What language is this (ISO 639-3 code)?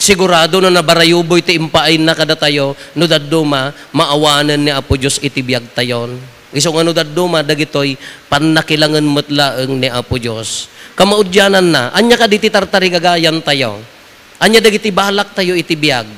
ilo